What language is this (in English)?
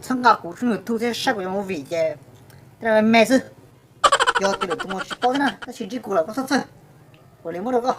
Hmong